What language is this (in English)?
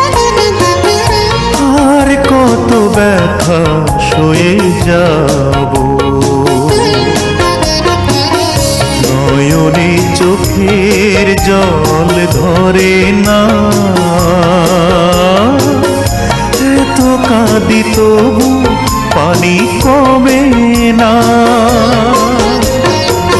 Bangla